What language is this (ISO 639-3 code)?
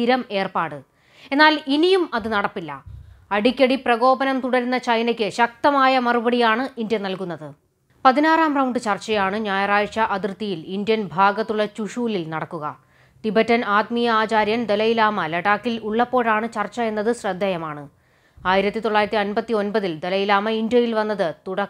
mal